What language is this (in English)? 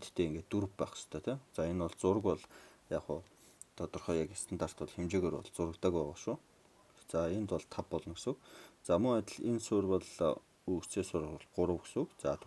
Mongolian